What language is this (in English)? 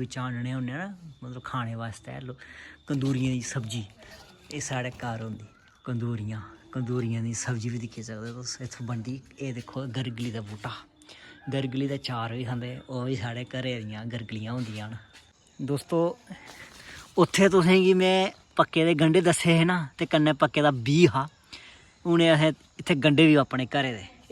Dogri